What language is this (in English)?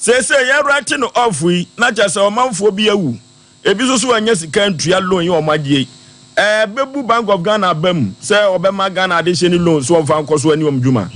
Akan